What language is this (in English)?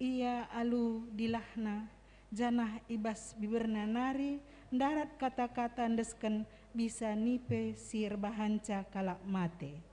Batak Karo